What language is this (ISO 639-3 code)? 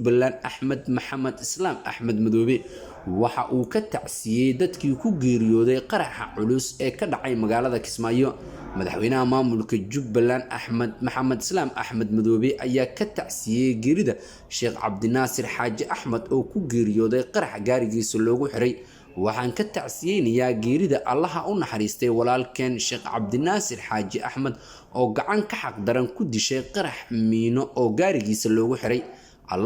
som